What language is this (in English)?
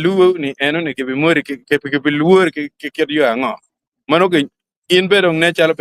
Acoli